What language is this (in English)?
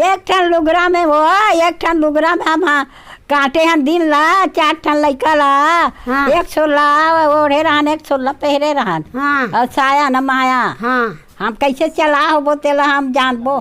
Chhattisgarhi